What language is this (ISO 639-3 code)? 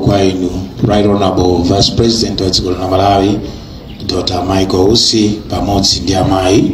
nya